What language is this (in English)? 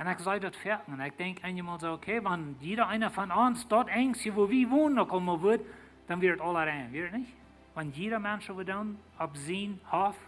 Plautdietsch